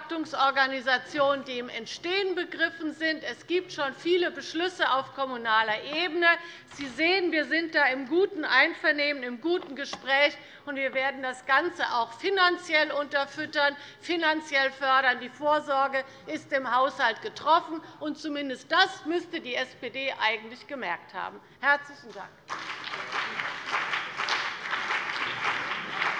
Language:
German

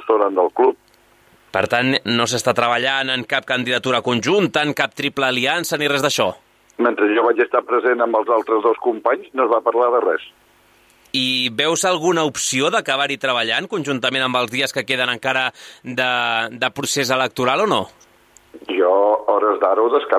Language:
Catalan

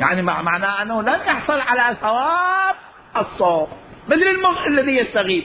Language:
Mesopotamian Arabic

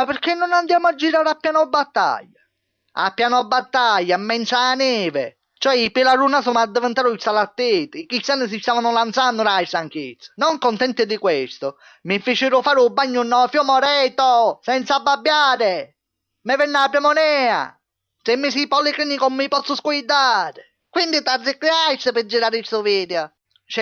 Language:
Sicilian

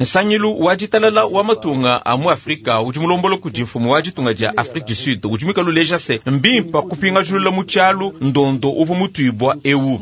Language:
Luba-Lulua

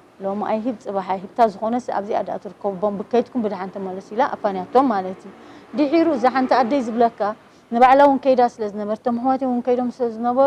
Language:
Tigrinya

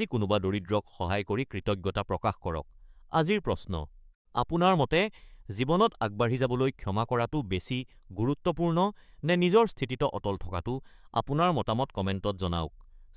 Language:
Assamese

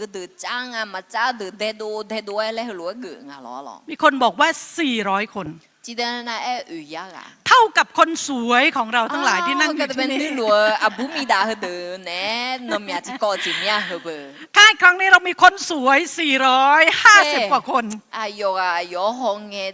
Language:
Akha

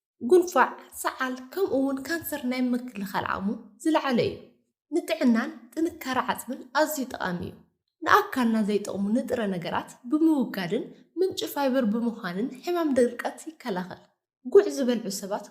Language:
Tigrinya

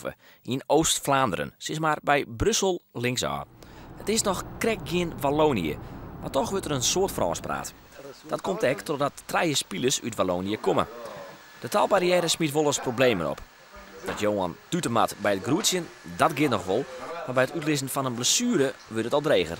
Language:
Western Frisian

